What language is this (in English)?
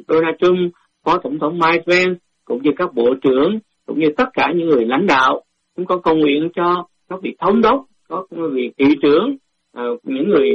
Vietnamese